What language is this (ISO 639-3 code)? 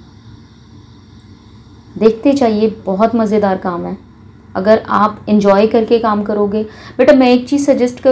hin